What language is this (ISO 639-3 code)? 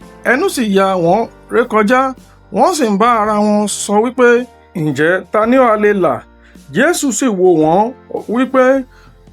yor